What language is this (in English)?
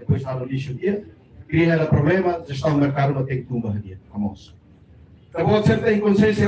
Tetum